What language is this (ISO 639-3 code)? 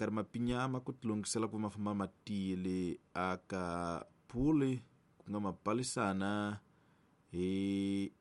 tso